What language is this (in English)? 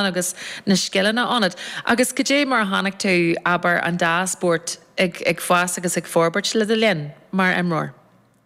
Irish